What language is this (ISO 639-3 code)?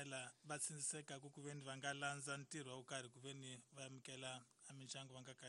tso